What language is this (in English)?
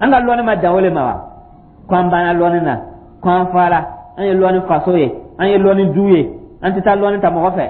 Dyula